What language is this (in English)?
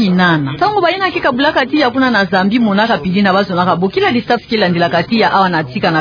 Kituba (Democratic Republic of Congo)